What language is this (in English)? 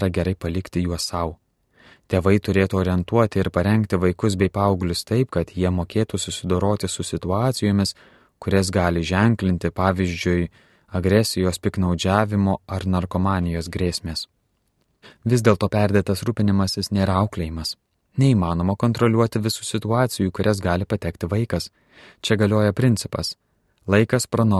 Lithuanian